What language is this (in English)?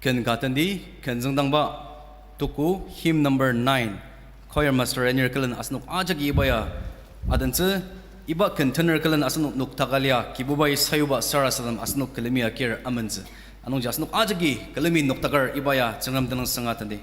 Ao Naga